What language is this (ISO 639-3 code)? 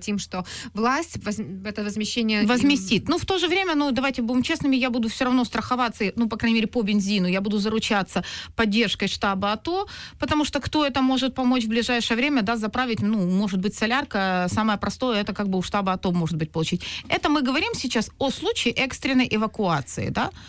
rus